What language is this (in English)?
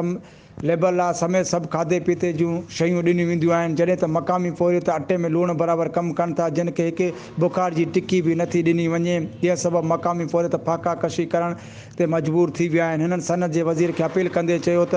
Sindhi